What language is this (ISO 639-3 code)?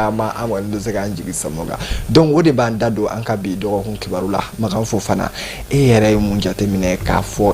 bam